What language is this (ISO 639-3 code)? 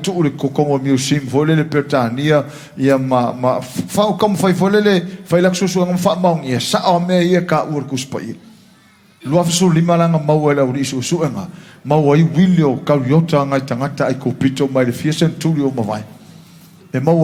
smo